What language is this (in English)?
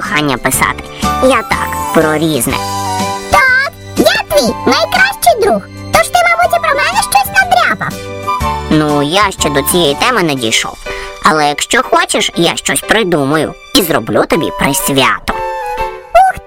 Ukrainian